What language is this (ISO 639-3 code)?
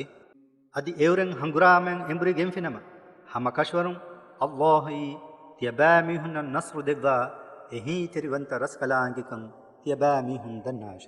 div